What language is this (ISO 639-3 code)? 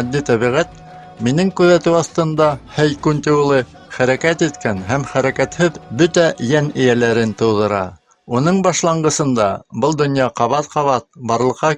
bak